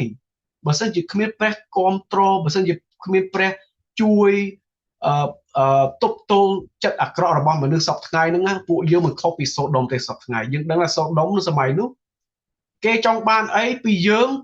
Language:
Khmer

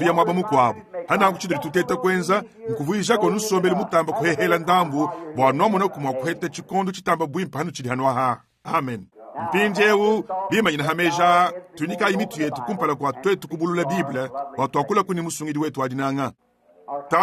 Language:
Luba-Lulua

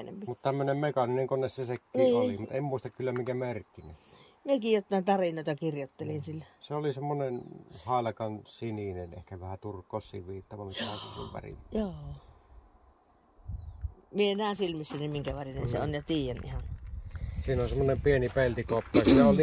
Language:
Finnish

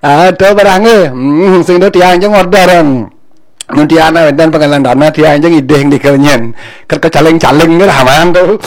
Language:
Balinese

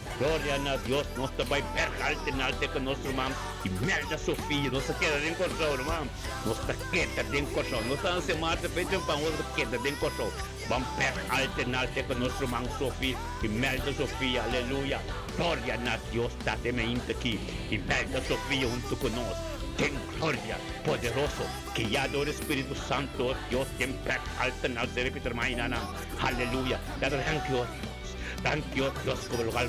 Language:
Papiamento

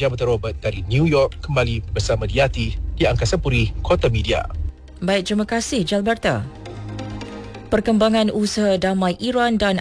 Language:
Malay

